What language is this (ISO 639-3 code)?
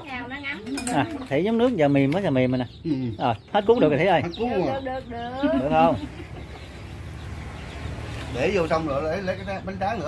vie